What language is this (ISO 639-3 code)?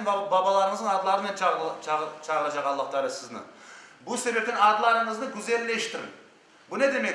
crh